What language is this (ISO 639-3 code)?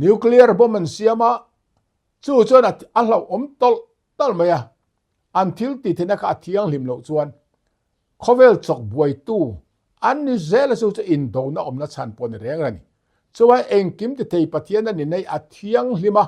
lus